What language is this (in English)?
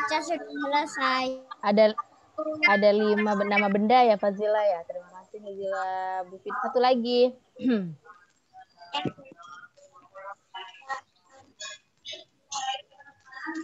Indonesian